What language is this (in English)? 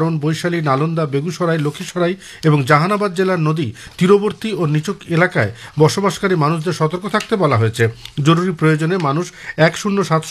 Bangla